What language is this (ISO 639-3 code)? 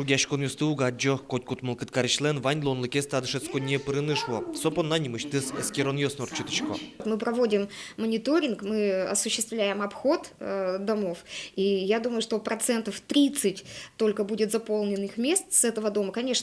udm